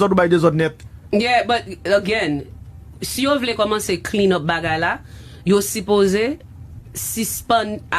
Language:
Haitian Creole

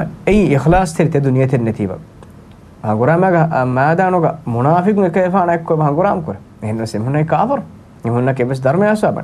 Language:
Divehi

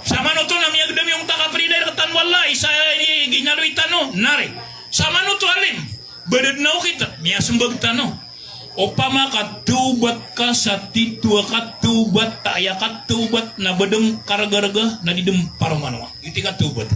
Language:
Maranao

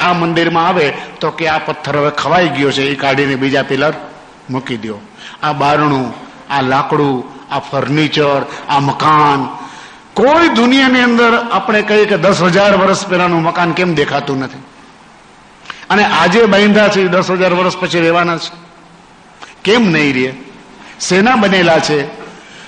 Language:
Gujarati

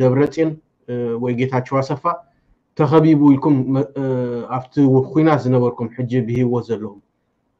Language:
Tigrinya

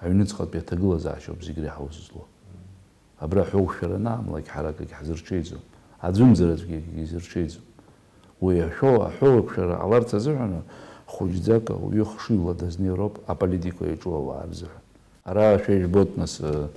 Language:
Abkhazian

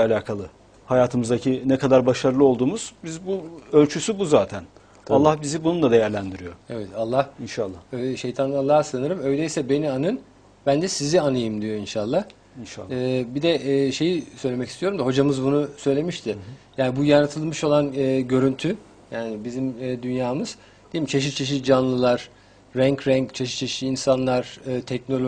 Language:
Turkish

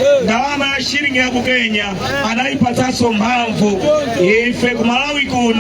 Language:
Nyanja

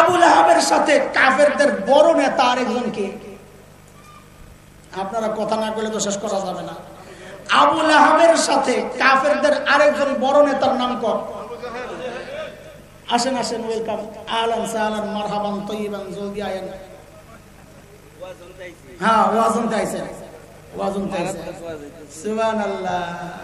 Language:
Bangla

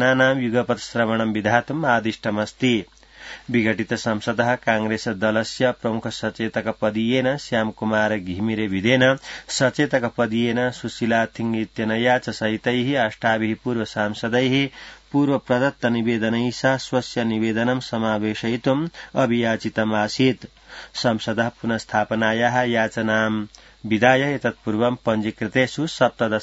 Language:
Sanskrit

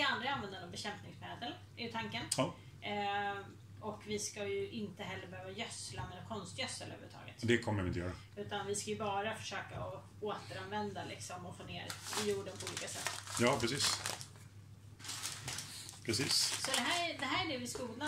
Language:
Swedish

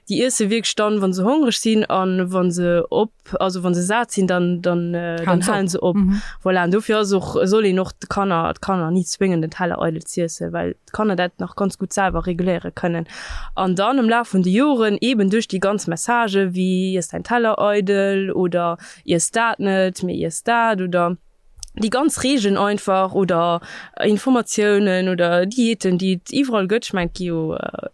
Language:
Luxembourgish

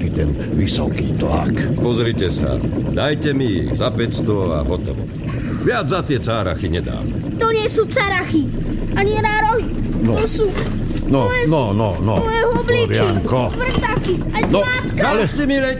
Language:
Slovak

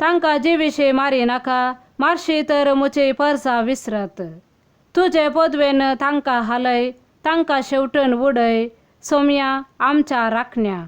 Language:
Konkani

